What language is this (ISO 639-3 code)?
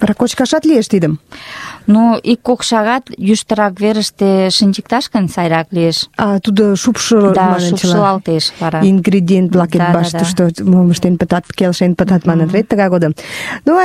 chm